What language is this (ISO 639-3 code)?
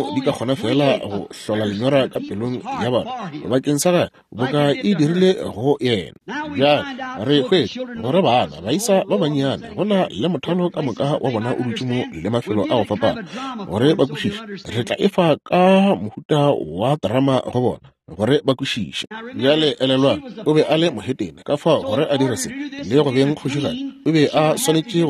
nso